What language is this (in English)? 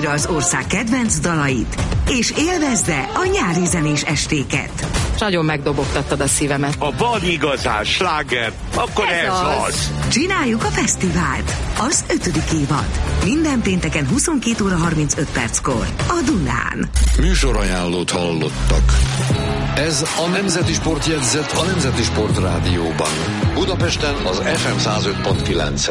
Hungarian